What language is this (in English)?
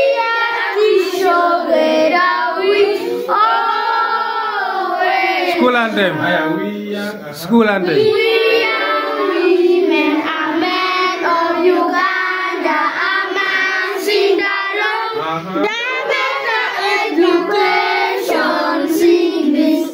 Acoli